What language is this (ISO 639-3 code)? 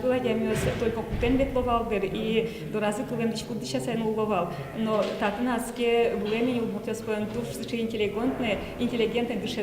udm